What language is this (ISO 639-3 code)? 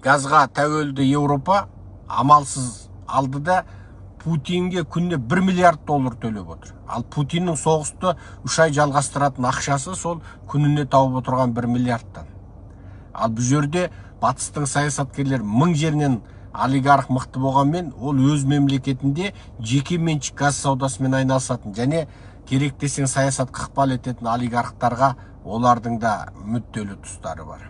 kaz